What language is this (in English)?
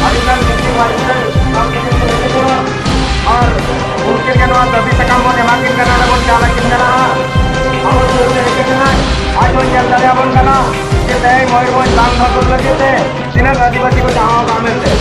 Santali